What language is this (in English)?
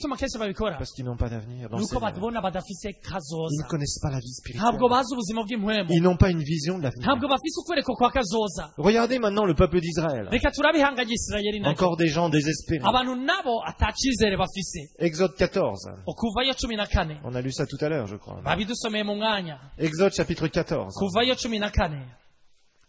Rundi